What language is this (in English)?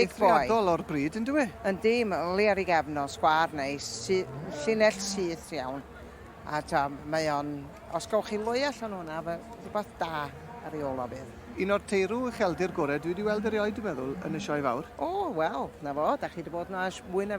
Welsh